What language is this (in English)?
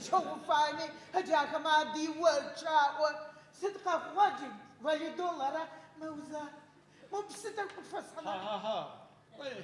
Adyghe